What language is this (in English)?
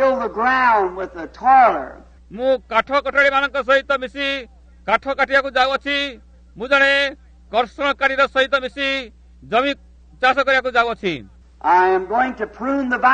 Odia